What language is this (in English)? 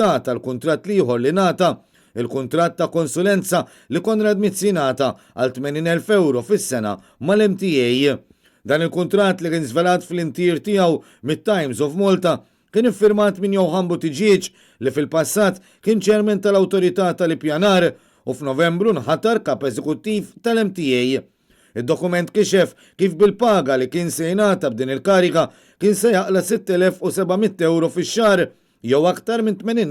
Maltese